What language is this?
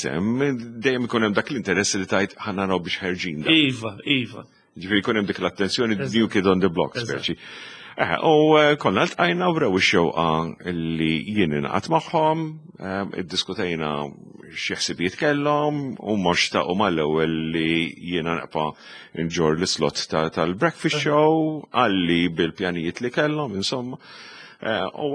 Maltese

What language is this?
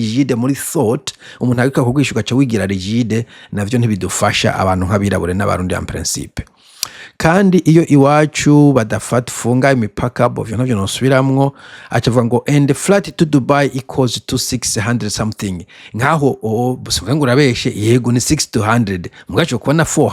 Rundi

